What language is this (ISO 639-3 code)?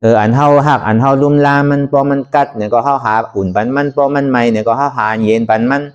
shn